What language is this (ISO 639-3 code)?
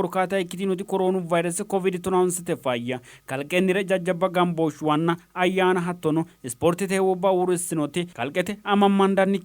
sid